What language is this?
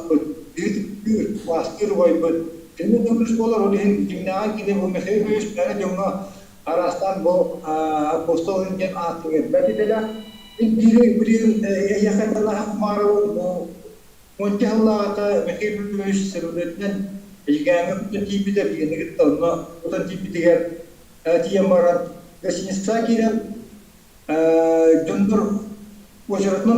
Yakut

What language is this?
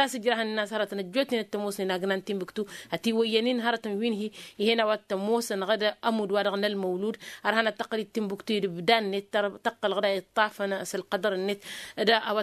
Tamasheq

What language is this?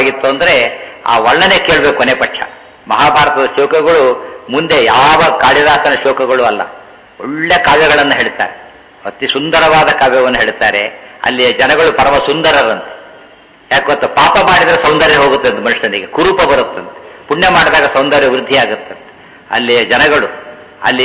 Kannada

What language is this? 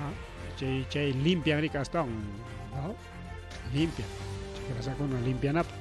Ayacucho Quechua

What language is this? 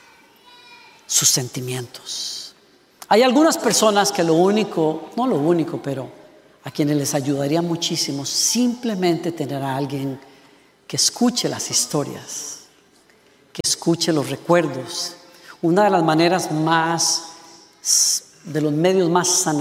Spanish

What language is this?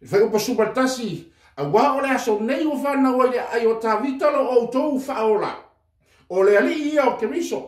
Samoan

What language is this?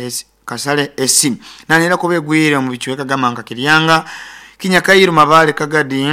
Nyoro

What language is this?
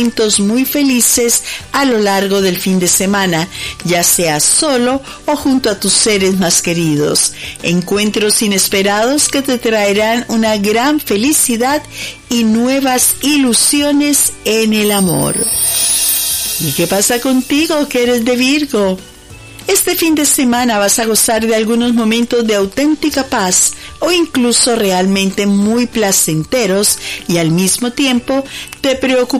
Spanish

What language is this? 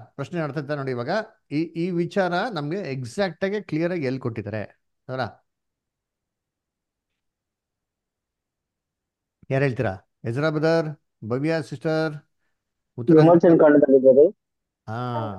Kannada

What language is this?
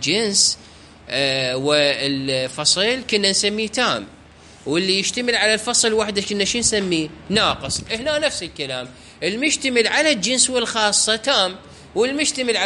Mesopotamian Arabic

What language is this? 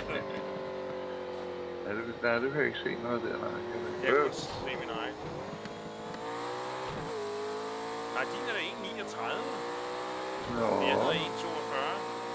Danish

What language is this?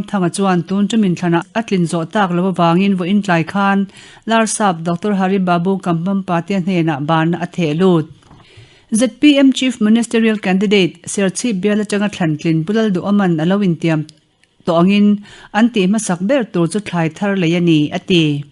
Mizo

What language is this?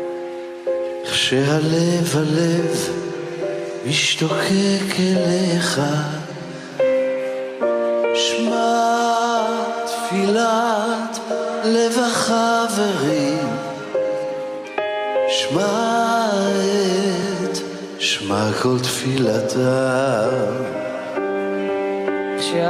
Hebrew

